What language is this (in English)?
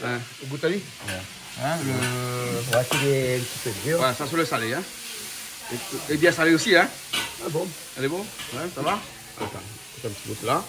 Réunion Creole French